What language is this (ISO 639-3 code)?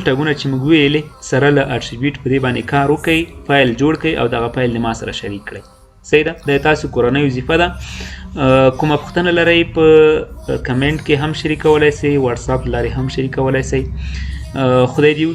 pus